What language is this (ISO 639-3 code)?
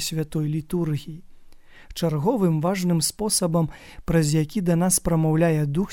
bel